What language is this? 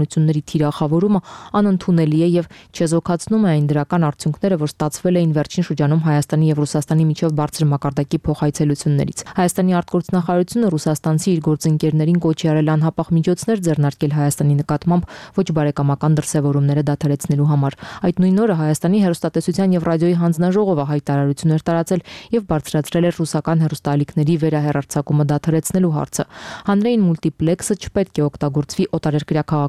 Armenian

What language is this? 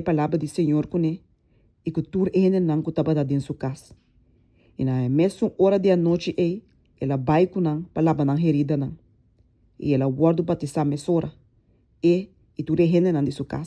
Papiamento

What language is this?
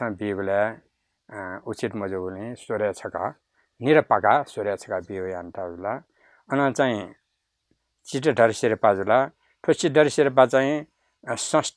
Newari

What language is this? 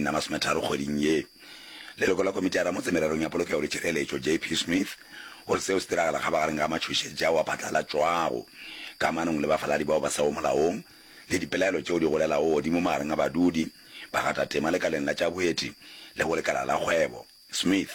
Northern Sotho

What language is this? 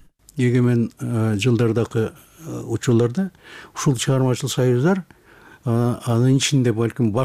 Kyrgyz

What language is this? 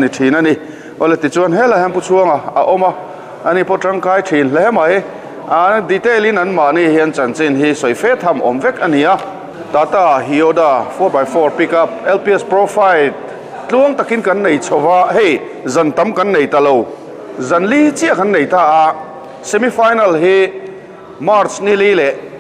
Mizo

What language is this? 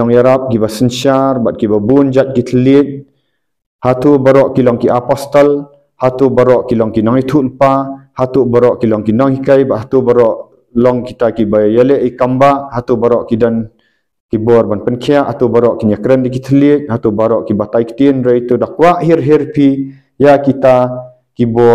Khasi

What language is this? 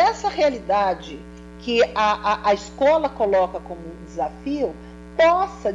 Portuguese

